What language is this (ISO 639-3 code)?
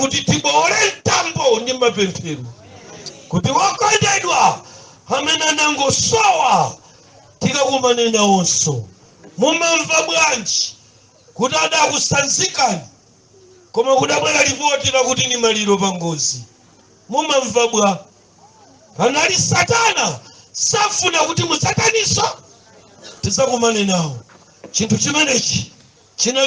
nya